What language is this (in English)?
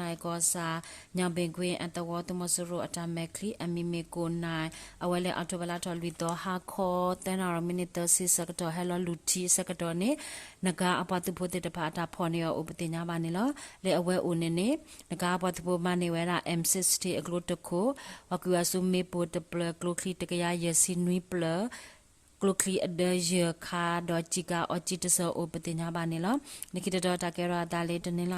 S'gaw Karen